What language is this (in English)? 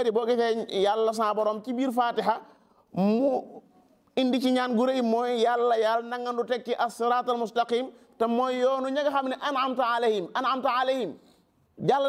Wolof